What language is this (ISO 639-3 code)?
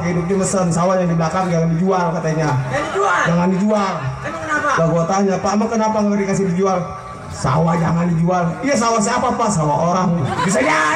bew